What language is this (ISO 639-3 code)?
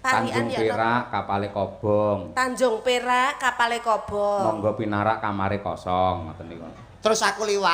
jav